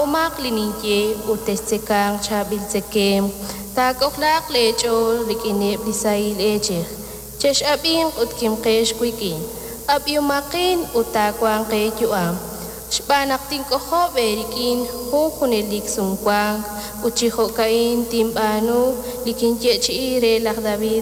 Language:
Kekchí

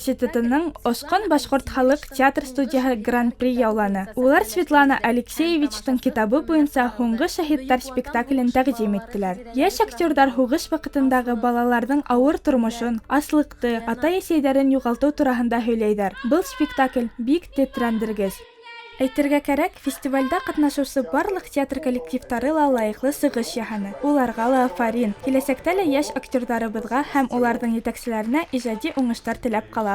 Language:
Bashkir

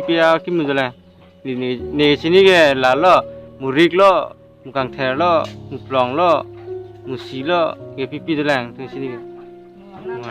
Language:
Karbi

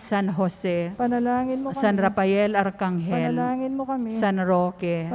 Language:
Pampanga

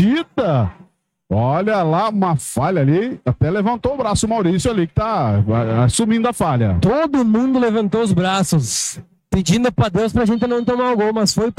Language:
Portuguese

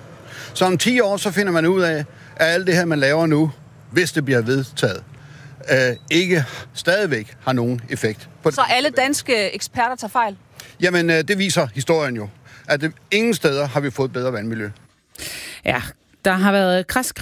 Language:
Danish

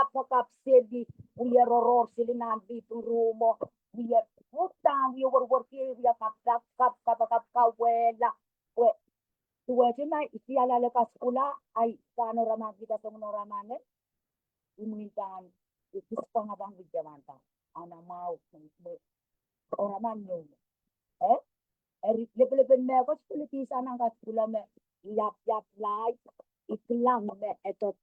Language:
Pohnpeian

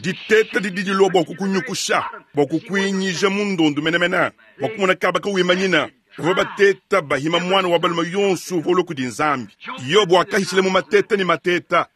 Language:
Luba-Lulua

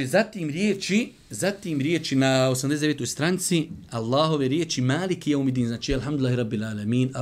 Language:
Bosnian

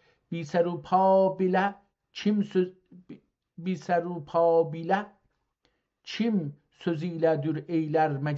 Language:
South Azerbaijani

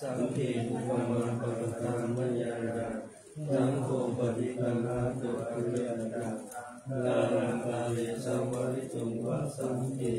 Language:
Pali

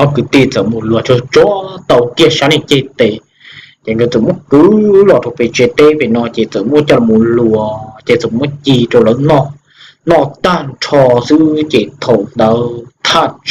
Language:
Hmong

